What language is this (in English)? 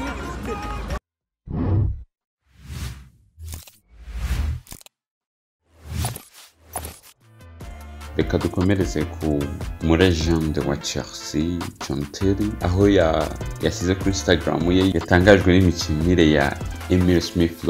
Kinyarwanda